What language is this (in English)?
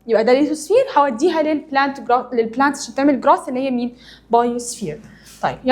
Egyptian Arabic